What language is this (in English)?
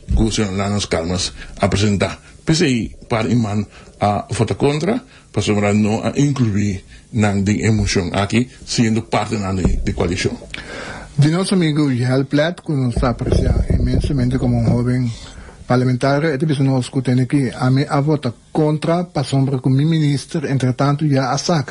Papiamento